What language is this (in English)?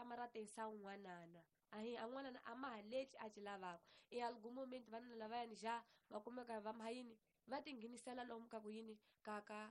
Tsonga